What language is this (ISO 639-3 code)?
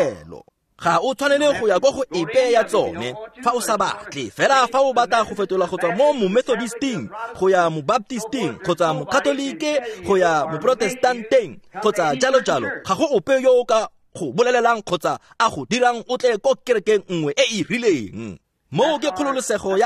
tsn